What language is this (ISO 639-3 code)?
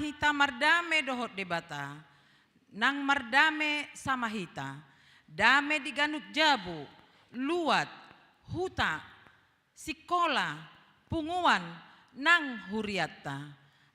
bbc